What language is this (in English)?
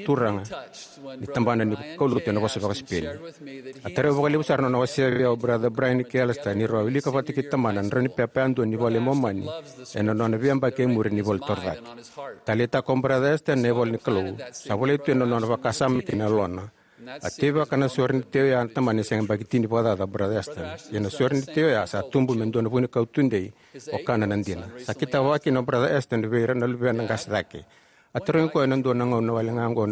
Fijian